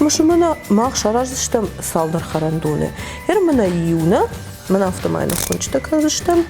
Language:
Ossetic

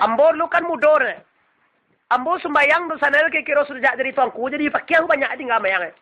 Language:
Minangkabau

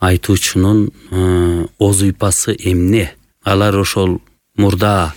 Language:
Kyrgyz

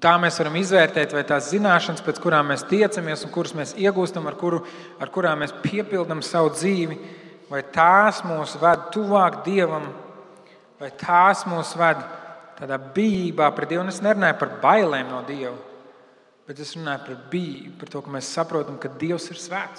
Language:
Latvian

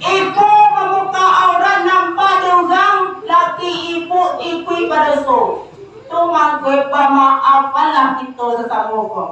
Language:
Minangkabau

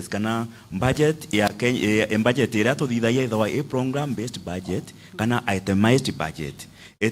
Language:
Meru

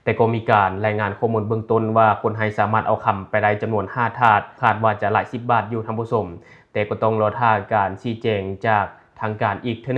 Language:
Lao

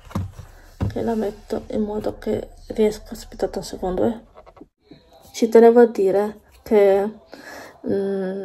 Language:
Italian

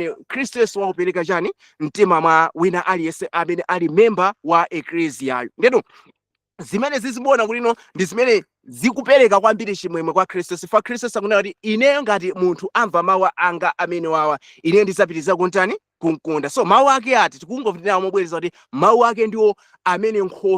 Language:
Nyanja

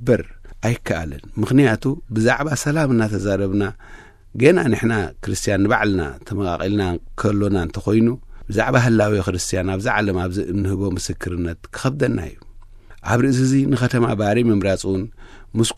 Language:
Tigrinya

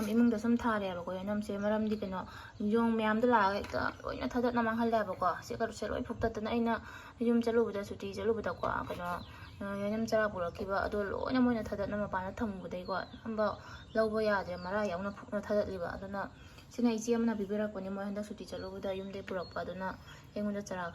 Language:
Manipuri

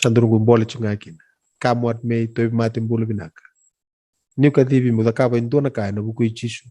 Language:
Fijian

